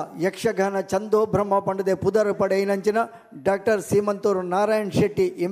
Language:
Tulu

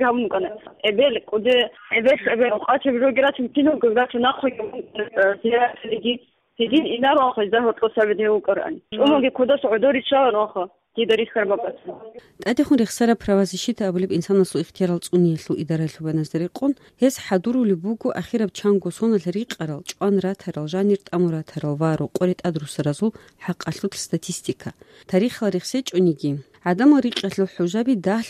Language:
Avaric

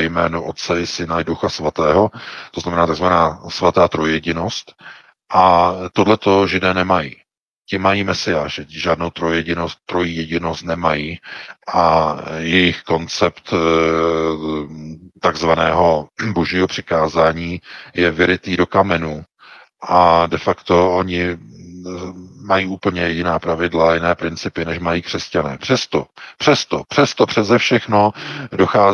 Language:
Czech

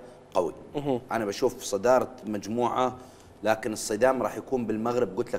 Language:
Mesopotamian Arabic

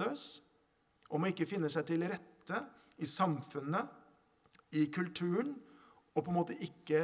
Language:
Norwegian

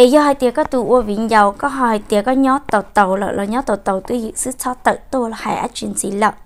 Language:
Hmong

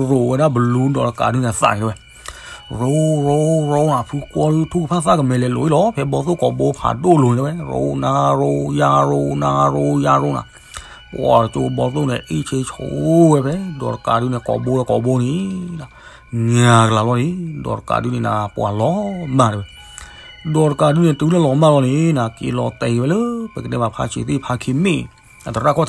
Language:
S'gaw Karen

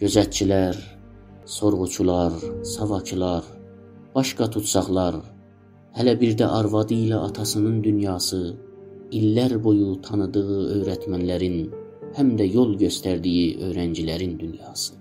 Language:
South Azerbaijani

